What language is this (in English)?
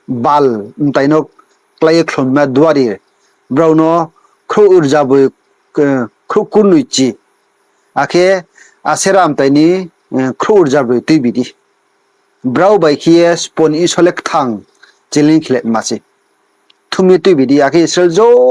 Riang (India)